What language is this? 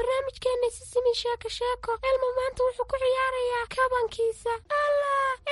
Somali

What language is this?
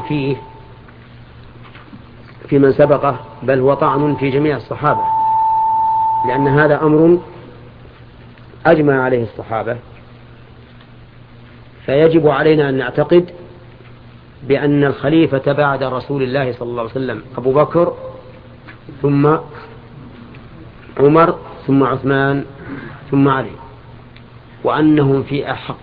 Arabic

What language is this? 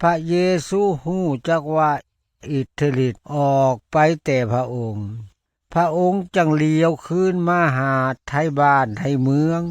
Lao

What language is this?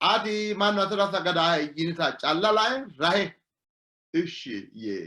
Sidamo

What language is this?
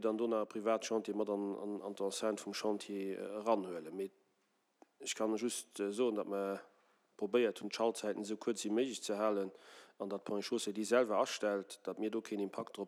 Luxembourgish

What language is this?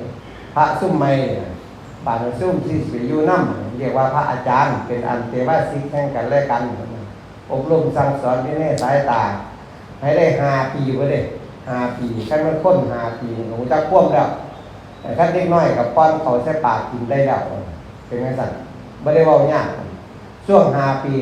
Northeastern Thai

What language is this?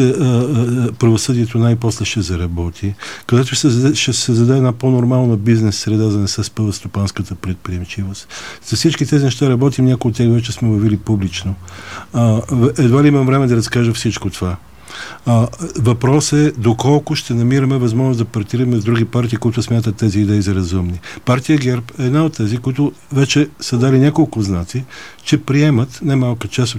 Bulgarian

